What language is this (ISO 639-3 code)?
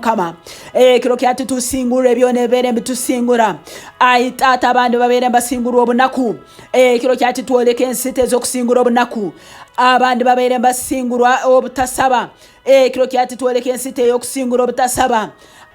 nyn